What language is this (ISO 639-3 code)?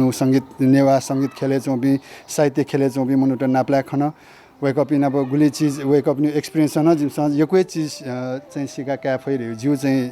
new